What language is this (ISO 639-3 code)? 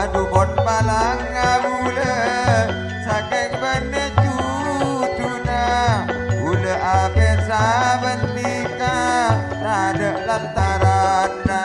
mad